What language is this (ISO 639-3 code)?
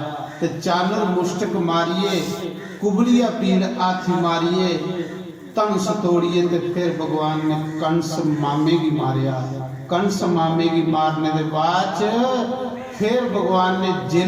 doi